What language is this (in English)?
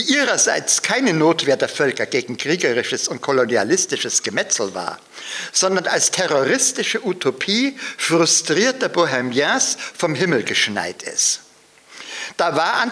German